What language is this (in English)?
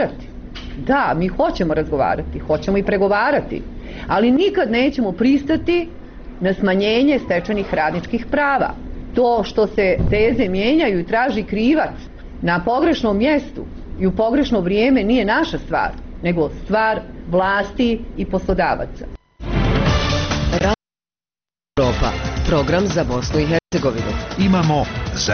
Bosnian